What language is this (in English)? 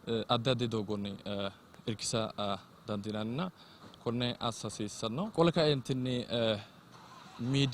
Sidamo